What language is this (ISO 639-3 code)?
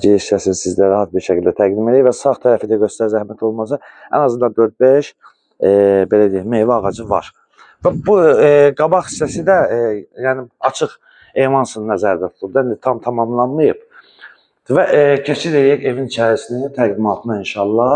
aze